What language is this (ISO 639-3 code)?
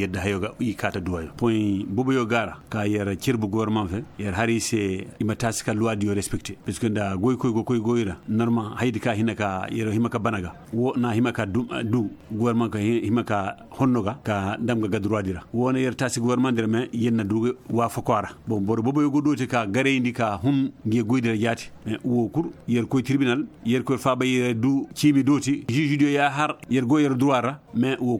ses